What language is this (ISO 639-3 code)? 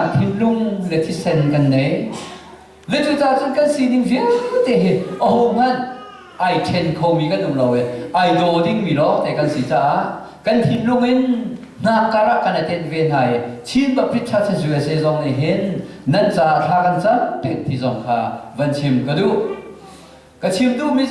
cnh